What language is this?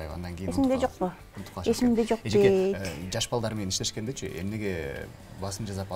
Kyrgyz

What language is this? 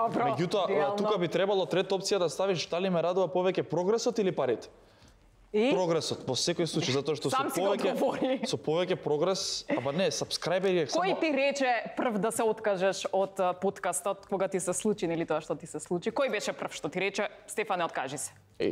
Macedonian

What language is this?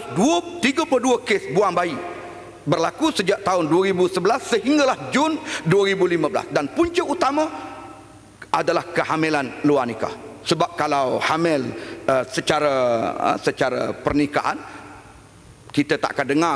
Malay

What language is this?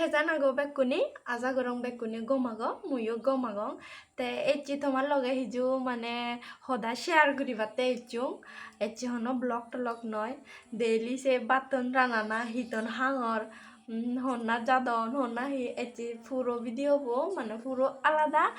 Chakma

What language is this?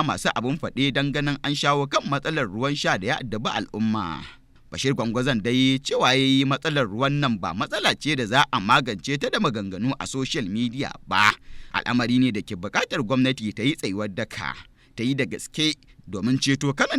Hausa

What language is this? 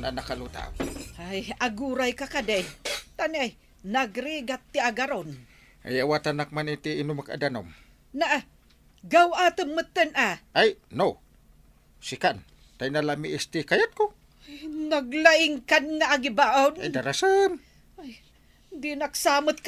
Iloko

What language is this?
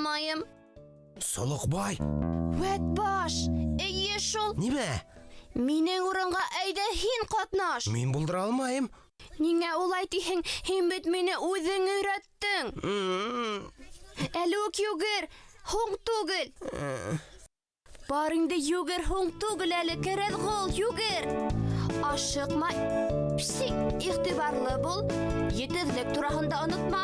Bashkir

